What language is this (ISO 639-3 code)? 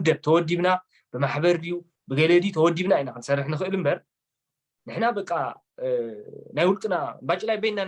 tir